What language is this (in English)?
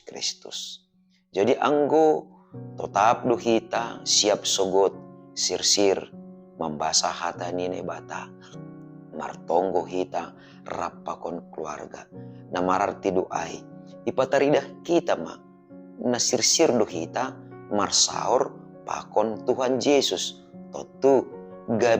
Batak Simalungun